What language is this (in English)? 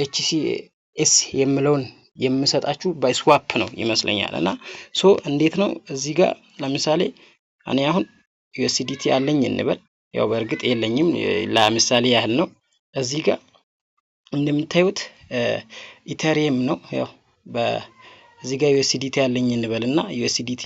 Amharic